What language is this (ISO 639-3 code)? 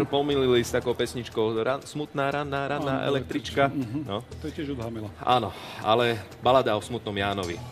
slk